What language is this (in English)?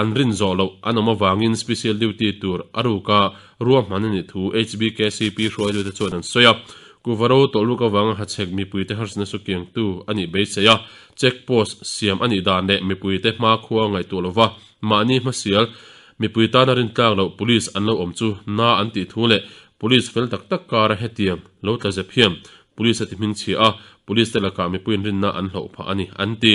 Mizo